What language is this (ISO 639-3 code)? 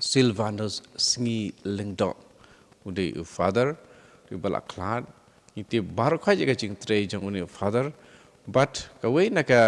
kha